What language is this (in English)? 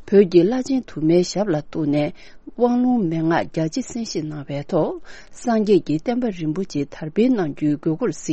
Tibetan